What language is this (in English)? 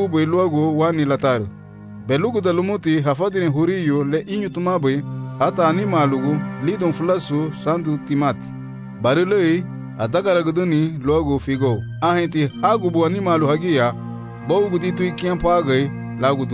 Garifuna